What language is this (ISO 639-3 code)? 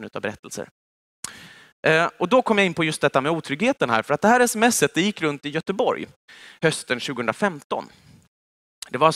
swe